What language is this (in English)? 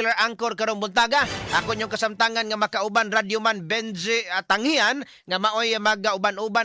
Cebuano